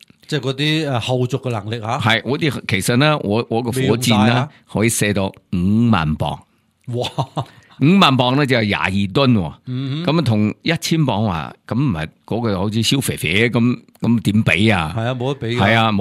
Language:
Cantonese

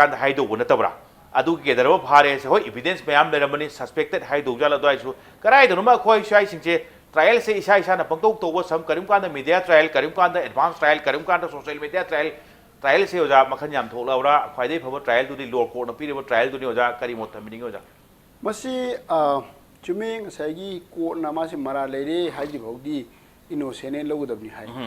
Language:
Manipuri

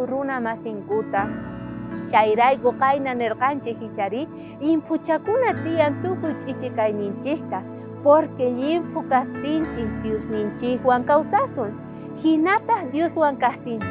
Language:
South Bolivian Quechua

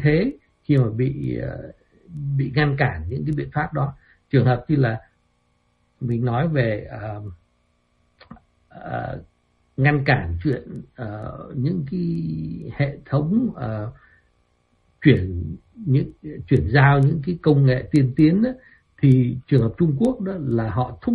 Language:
Vietnamese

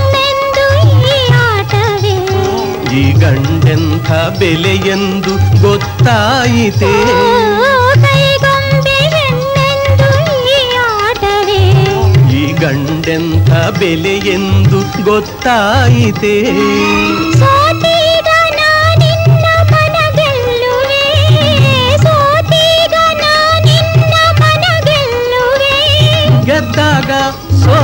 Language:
Kannada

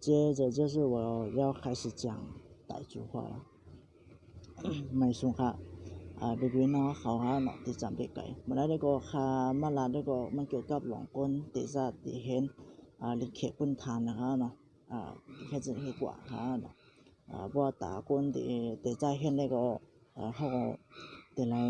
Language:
Shan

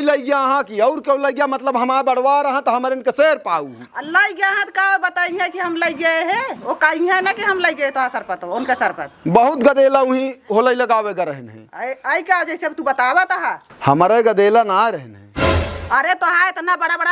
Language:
Awadhi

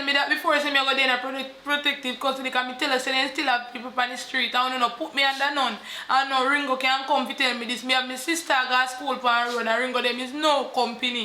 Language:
Jamaican Creole English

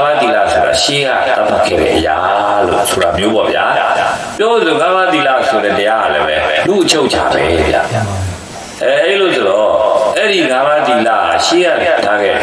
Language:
Burmese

